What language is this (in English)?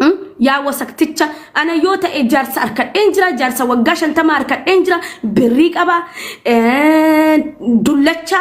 Oromo